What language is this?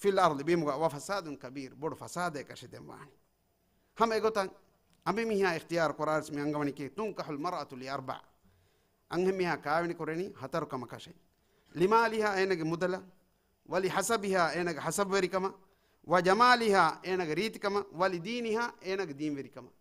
Divehi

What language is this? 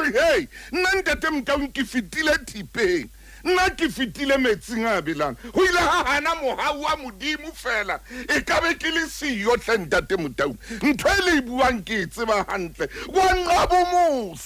Southern Sotho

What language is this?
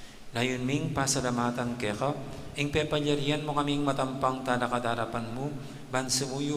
Pampanga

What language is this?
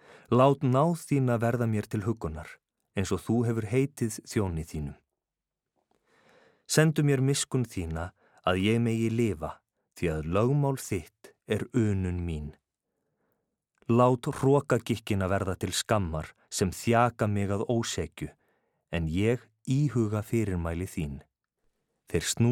Icelandic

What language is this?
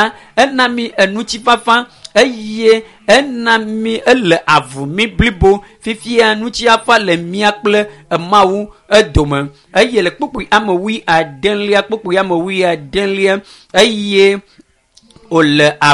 Ewe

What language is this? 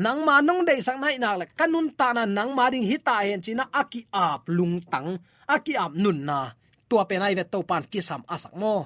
Tedim Chin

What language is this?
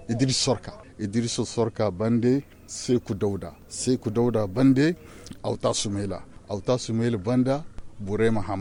Zarma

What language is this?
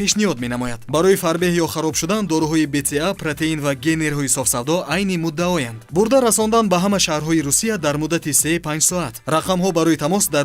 Tajik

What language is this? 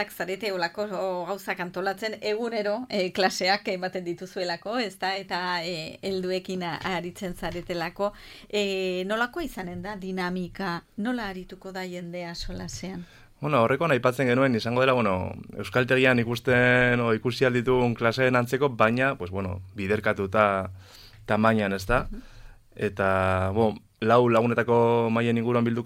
Basque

